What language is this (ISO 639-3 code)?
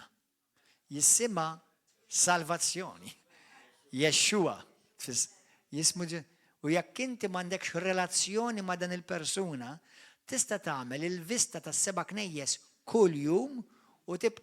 mlt